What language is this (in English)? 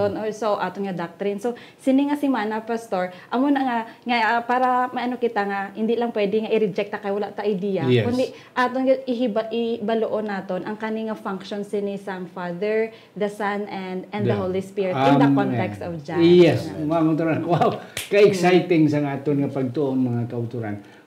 Hiligaynon